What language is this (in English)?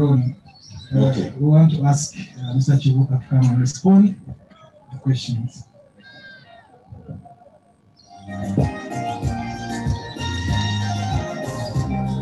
English